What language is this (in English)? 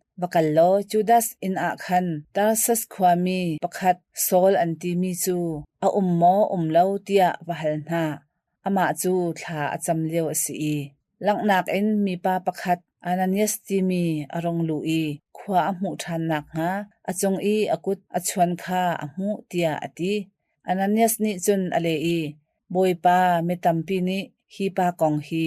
Hakha Chin